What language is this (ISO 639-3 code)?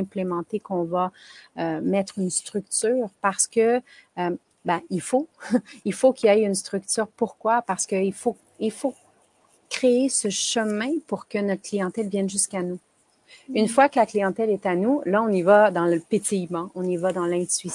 fra